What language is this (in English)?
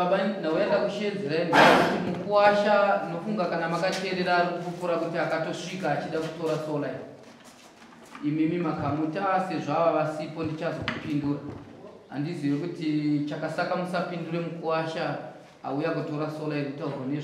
Shona